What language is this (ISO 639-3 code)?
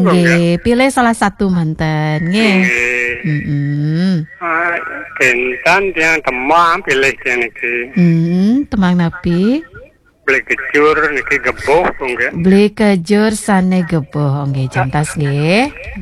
ban